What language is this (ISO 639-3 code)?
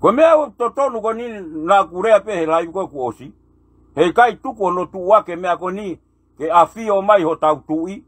ton